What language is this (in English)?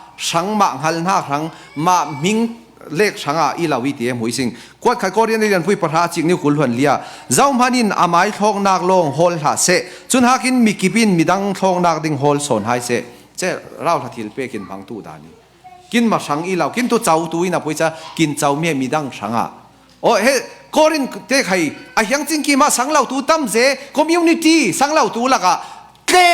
Falam Chin